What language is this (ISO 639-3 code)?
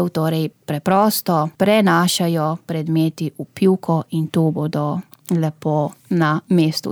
slv